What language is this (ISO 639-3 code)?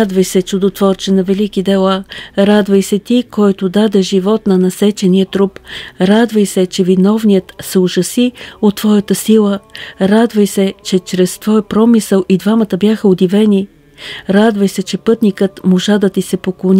bul